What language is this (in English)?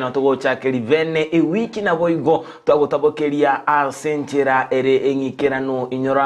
Gusii